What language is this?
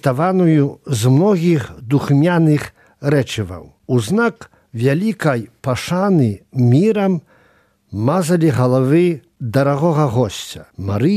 Belarusian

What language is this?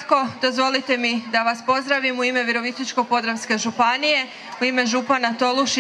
Croatian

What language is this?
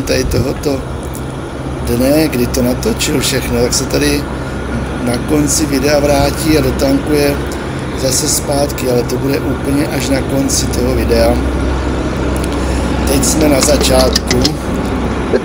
Czech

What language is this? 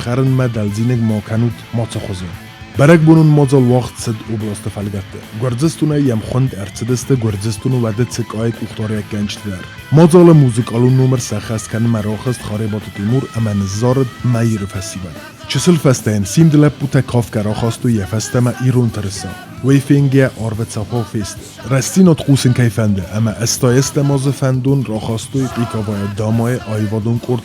Ossetic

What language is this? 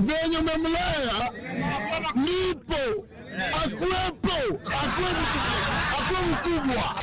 Luo (Kenya and Tanzania)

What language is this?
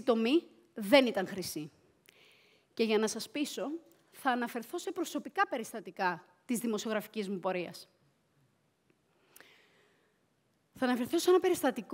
Greek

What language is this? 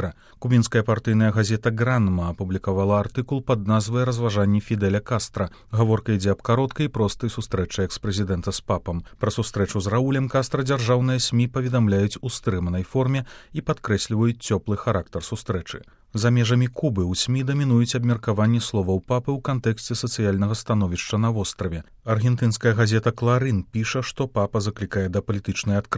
Belarusian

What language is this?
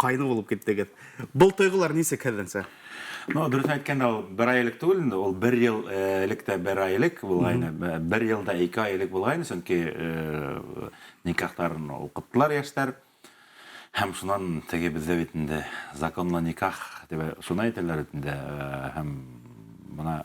Bashkir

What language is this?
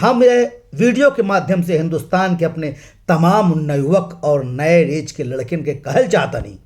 Bhojpuri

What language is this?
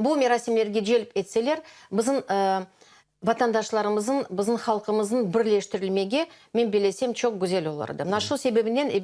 Crimean Tatar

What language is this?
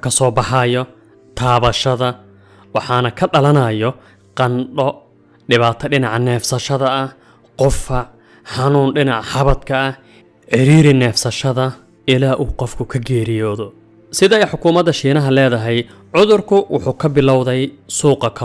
Somali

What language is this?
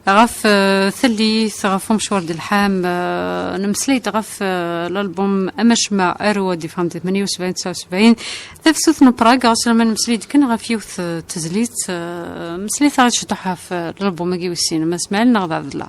Kabyle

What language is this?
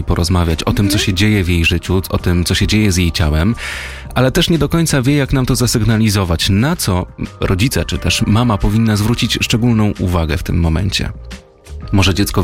Polish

